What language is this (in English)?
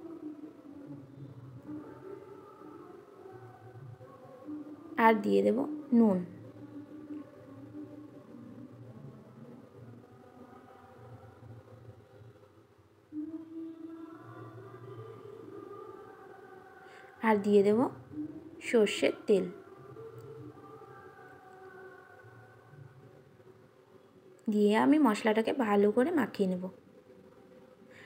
Bangla